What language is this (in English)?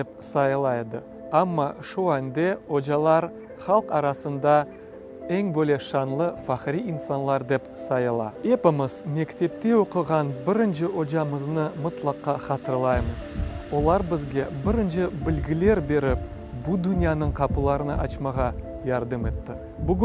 Crimean Tatar